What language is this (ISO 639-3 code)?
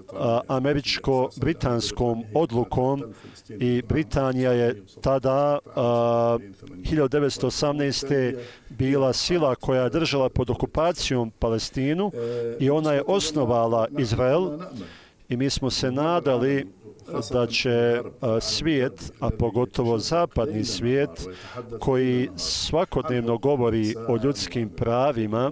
bos